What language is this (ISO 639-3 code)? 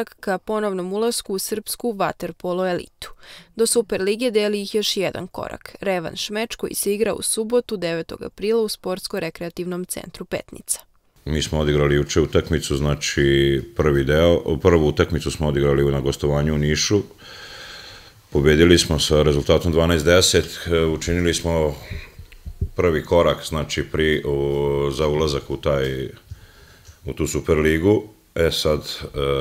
srp